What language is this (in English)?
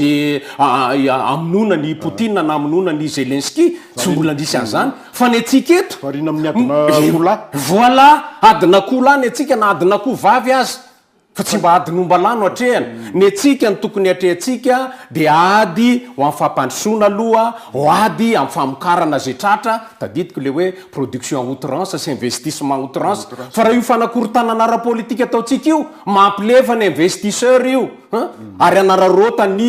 Malagasy